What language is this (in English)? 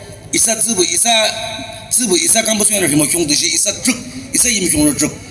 Naga Pidgin